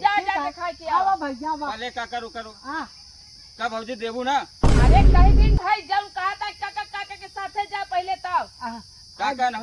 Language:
Awadhi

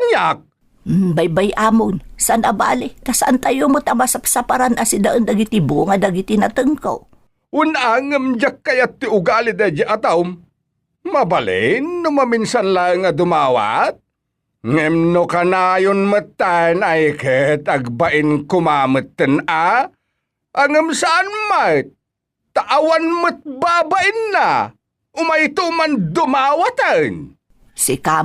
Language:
Iloko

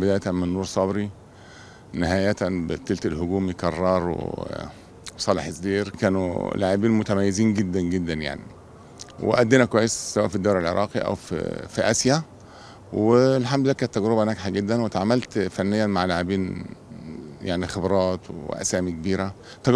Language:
Mesopotamian Arabic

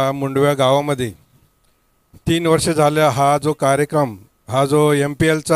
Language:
Marathi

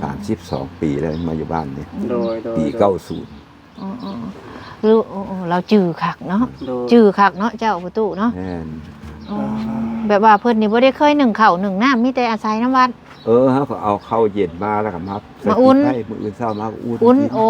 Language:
Lao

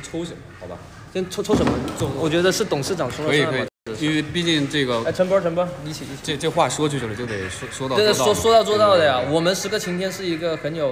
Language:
Chinese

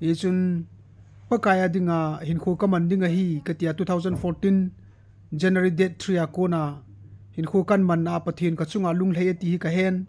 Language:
Thado Chin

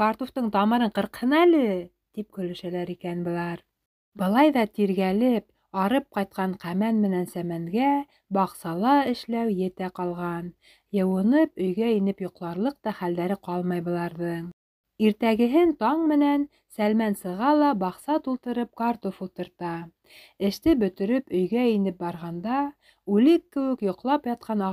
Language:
Bashkir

